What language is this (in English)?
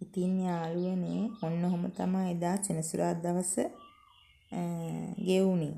Sinhala